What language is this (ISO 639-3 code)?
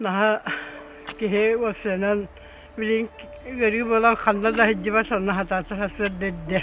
sah